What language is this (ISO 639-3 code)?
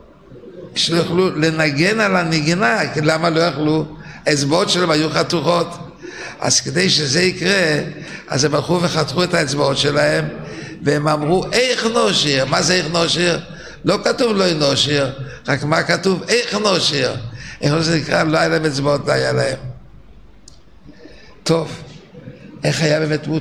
heb